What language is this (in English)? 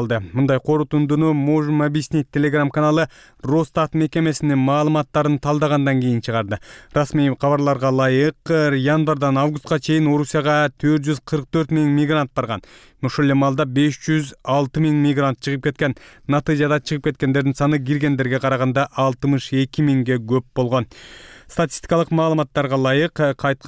Kyrgyz